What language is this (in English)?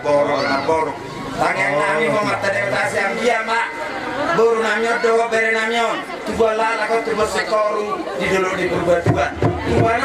Batak Toba